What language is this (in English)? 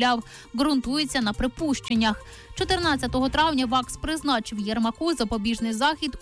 Ukrainian